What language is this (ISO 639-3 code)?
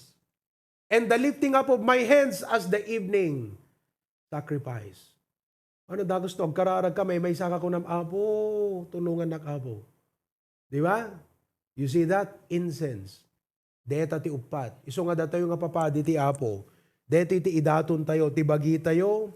ilo